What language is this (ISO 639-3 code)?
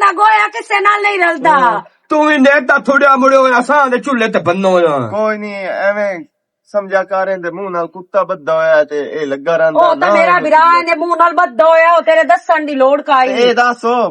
lah